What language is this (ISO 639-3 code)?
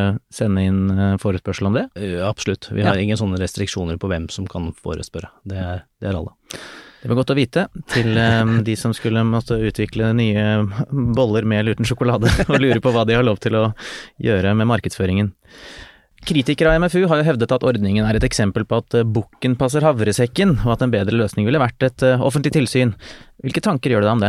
nor